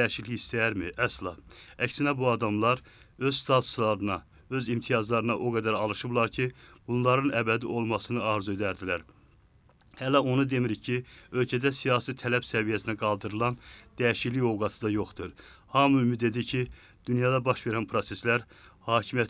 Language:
Azerbaijani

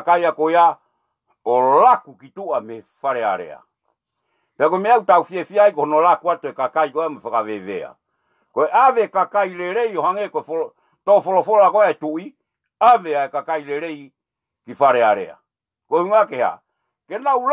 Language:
Tongan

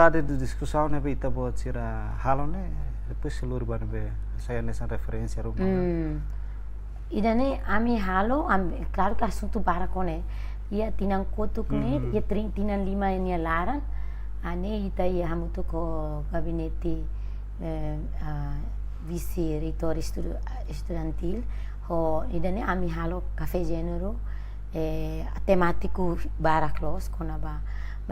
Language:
Tetum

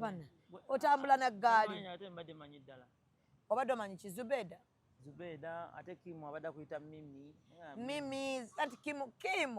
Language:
Ganda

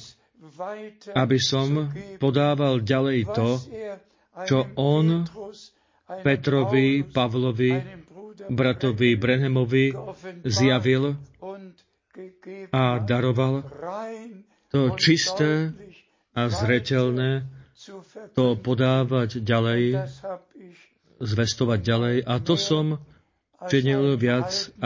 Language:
Slovak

